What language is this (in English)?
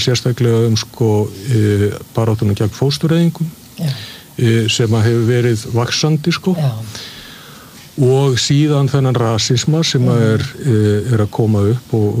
Icelandic